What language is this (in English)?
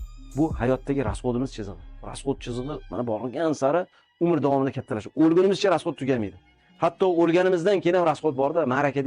Uzbek